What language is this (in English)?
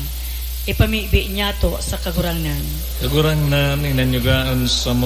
Bikol